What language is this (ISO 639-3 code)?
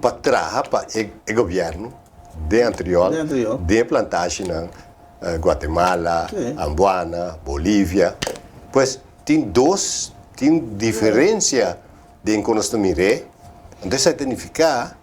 pap